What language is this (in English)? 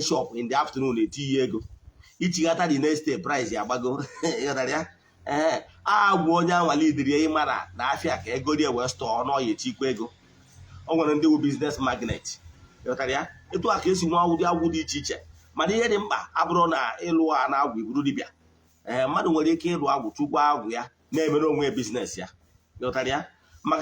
Igbo